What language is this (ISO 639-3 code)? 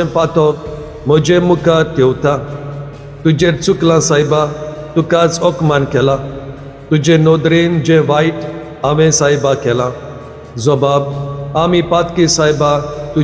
kok